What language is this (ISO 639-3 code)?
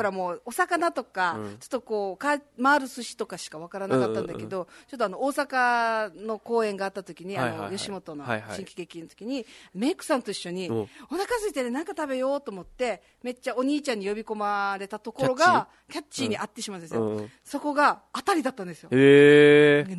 jpn